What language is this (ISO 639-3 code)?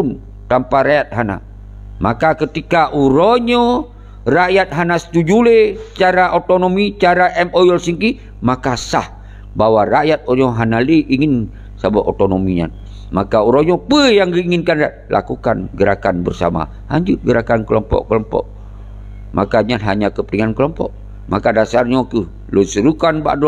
ace